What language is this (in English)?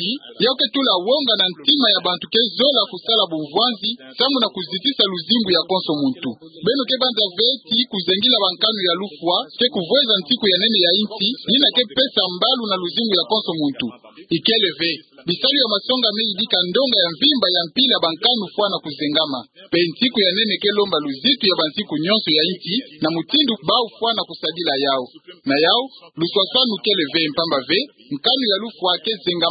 Kituba (Democratic Republic of Congo)